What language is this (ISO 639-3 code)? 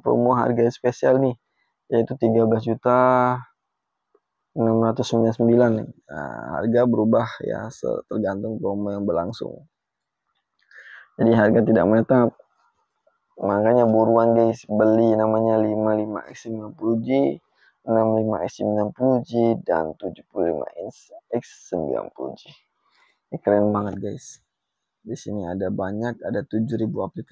ind